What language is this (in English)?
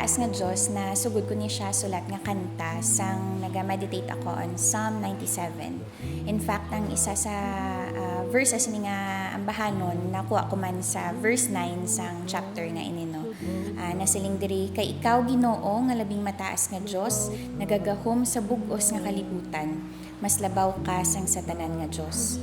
Hiligaynon